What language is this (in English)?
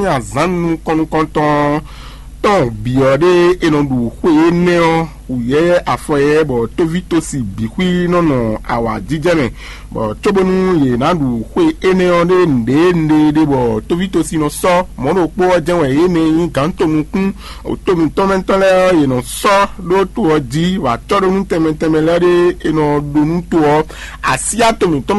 Fon